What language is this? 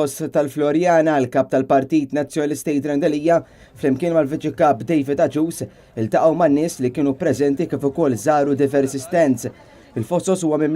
Maltese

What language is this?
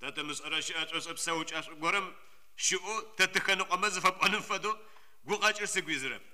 Adyghe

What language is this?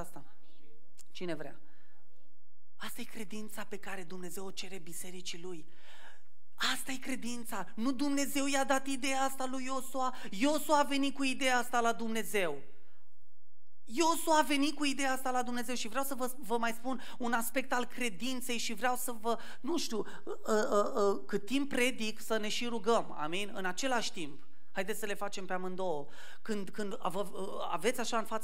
Romanian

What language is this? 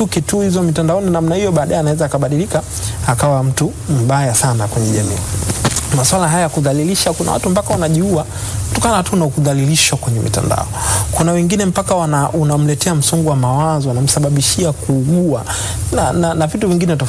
Swahili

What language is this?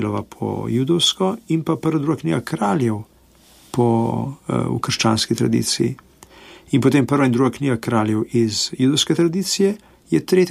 Slovenian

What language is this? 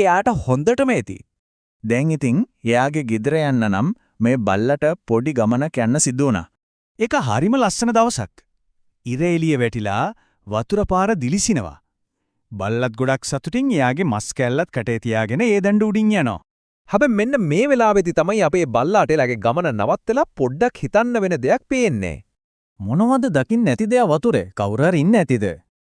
Sinhala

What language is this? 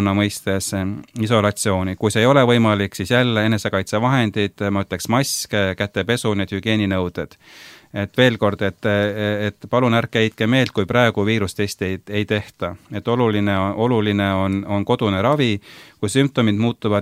Estonian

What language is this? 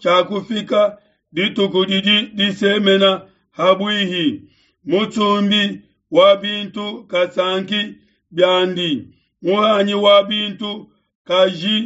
Luba-Lulua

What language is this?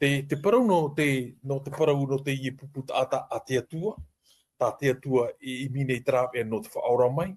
Tahitian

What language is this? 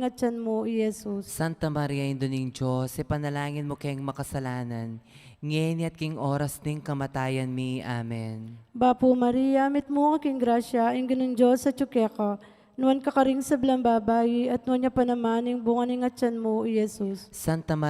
Pampanga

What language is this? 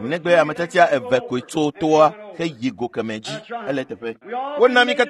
Ewe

